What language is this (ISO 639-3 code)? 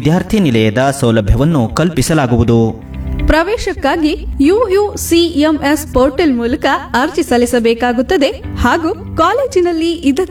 kan